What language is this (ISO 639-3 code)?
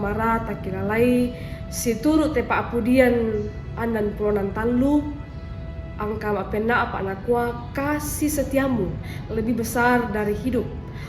sda